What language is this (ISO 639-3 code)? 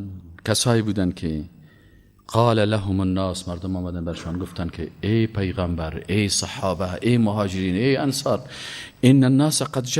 fas